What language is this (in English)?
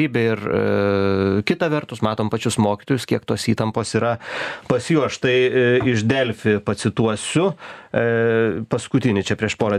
Lithuanian